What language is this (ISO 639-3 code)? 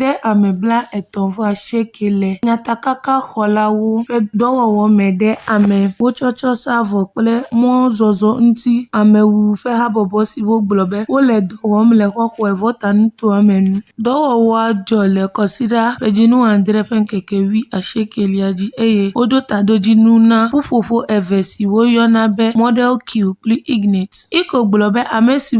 ewe